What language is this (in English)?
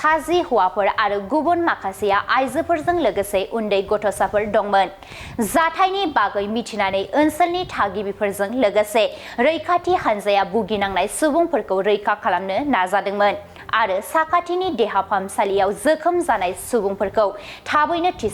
Bodo